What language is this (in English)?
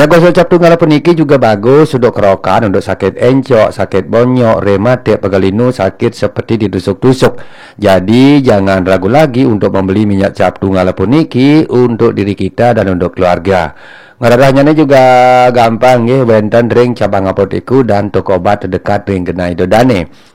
Balinese